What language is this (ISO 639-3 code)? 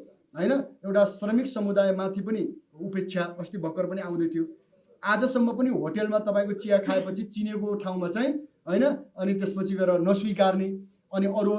nep